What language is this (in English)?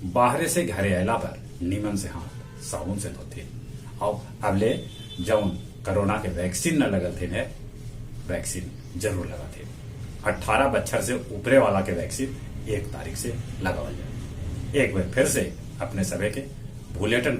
Magahi